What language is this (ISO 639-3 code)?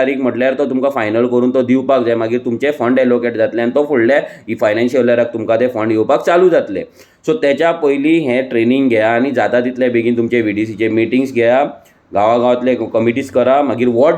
kok